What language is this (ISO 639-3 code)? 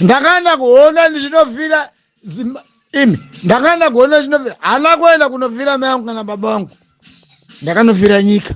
sna